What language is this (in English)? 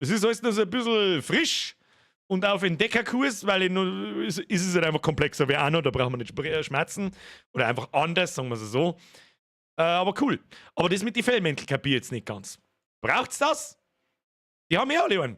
Bavarian